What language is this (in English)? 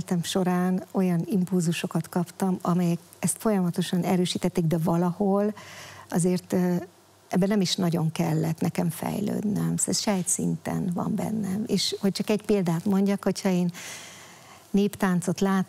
Hungarian